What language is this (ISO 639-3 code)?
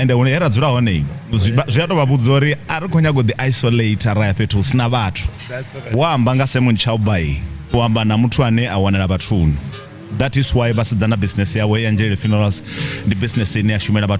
ven